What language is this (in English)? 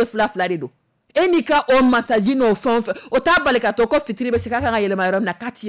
Dyula